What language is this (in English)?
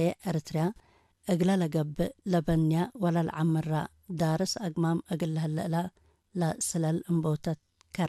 Tigre